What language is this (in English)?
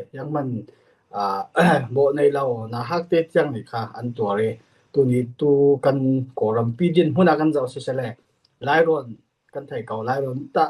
Falam Chin